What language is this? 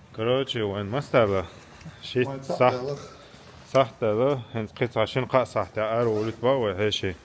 Chechen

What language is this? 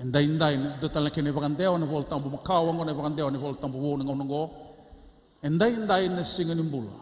Fijian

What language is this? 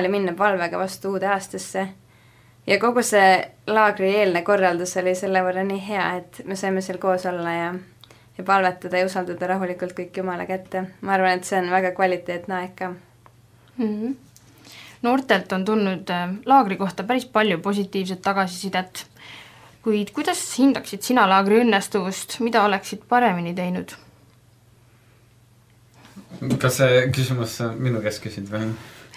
Estonian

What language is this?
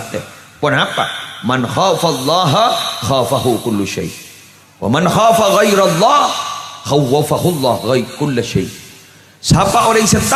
Madurese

